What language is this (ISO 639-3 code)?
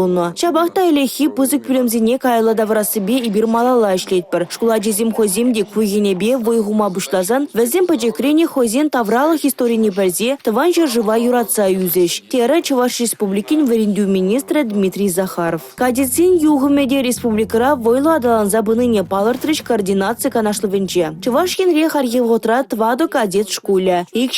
chv